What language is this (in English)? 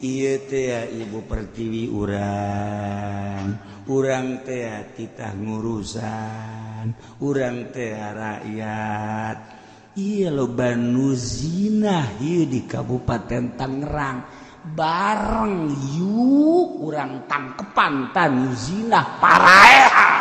Sundanese